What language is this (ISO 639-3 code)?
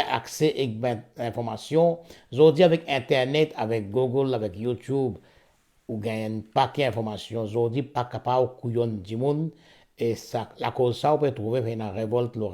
mfe